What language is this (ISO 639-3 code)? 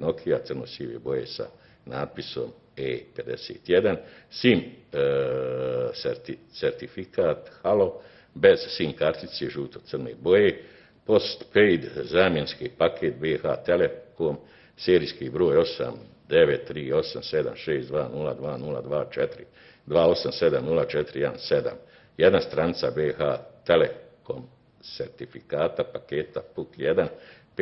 bos